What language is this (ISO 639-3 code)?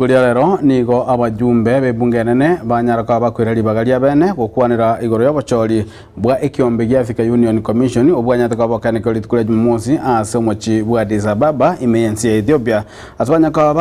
guz